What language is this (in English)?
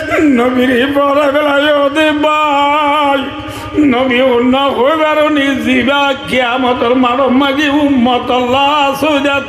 Rohingya